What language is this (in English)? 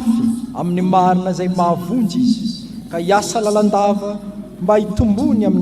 Malagasy